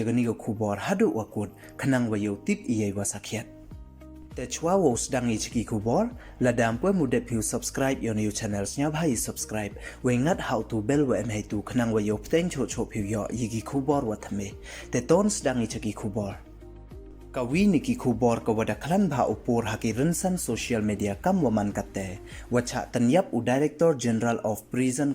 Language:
Pnar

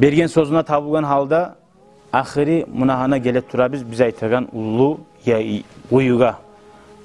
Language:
Kumyk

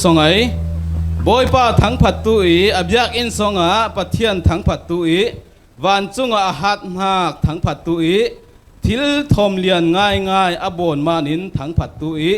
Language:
Falam Chin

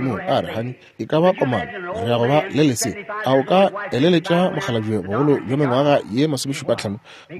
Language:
Northern Sotho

